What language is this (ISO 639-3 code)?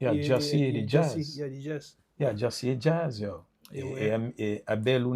kea